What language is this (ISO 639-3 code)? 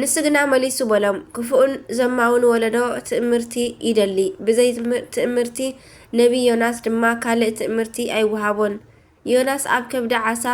tir